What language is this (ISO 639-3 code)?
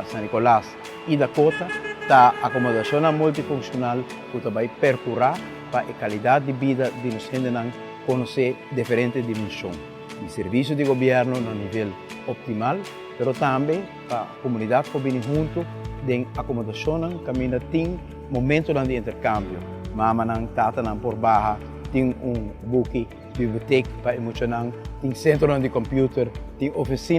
pap